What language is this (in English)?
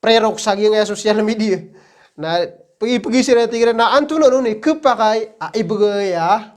Maranao